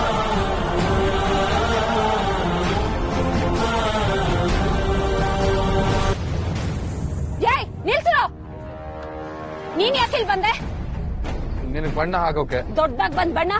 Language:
Kannada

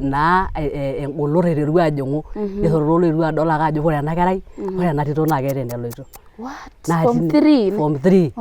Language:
Masai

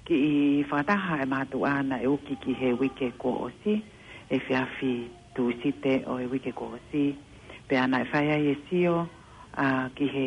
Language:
Tongan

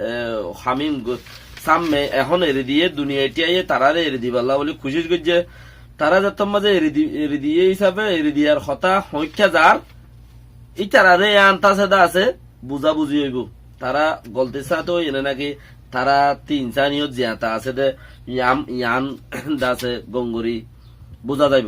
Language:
Rohingya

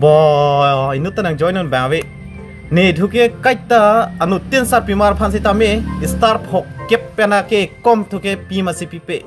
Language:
Karbi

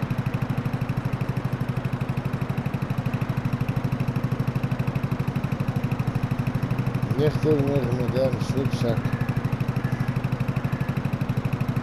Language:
German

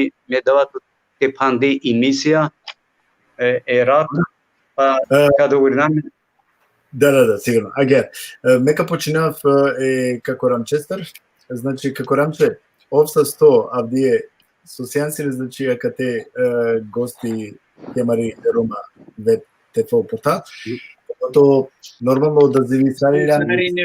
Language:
Balkan Romani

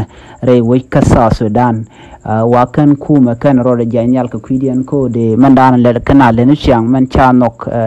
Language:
Nuer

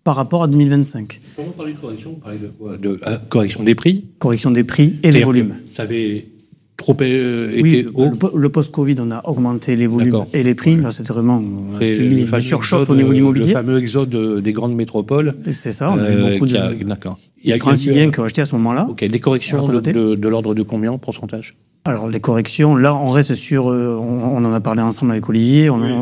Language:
French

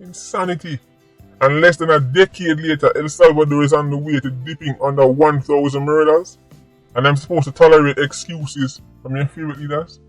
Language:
Jamaican Creole English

